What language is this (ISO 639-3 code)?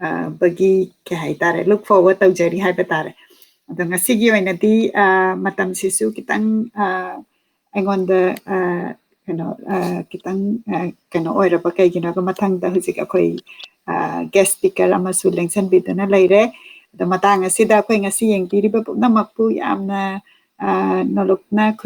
mni